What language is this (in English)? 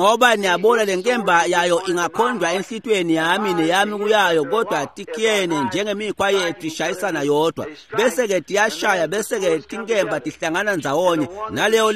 Swati